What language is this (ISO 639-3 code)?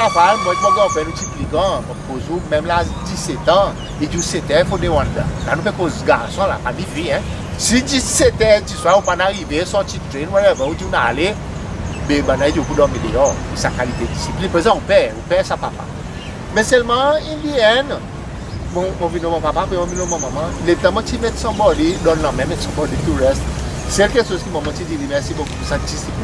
crs